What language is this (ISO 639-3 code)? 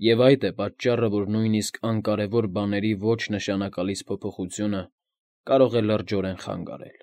hye